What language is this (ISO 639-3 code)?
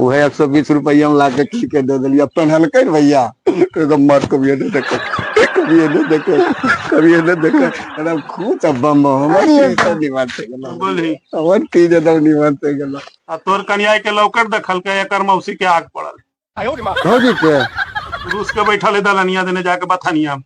mag